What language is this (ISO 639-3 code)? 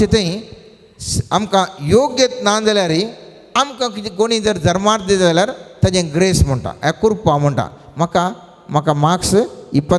kok